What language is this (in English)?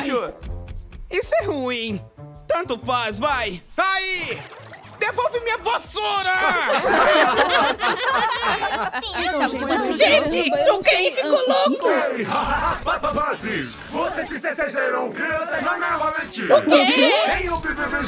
Portuguese